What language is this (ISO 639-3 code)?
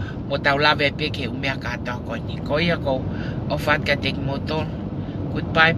ton